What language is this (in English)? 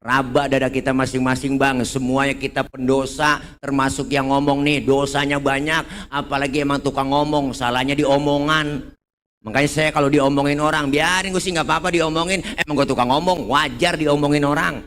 Betawi